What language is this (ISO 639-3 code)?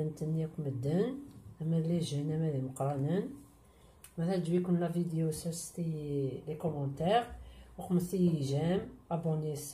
kab